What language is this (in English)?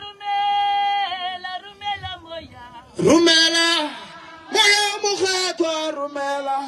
Northern Sotho